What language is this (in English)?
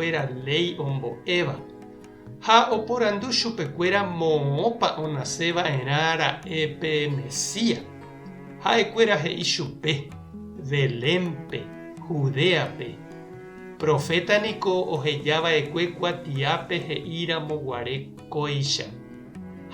Guarani